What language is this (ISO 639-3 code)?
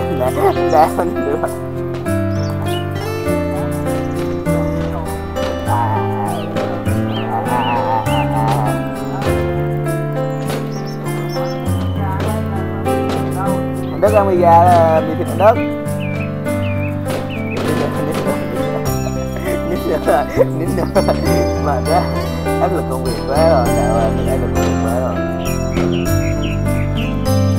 vie